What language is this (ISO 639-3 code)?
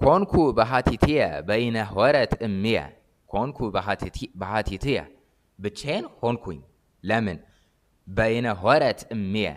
amh